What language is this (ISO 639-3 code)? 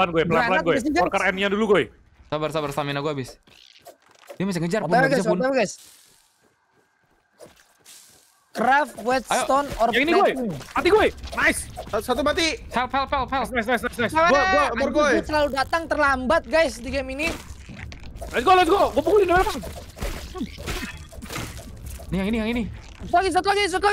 ind